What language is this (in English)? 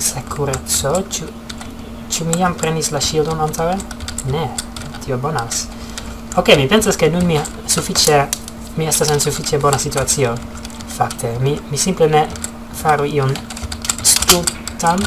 Esperanto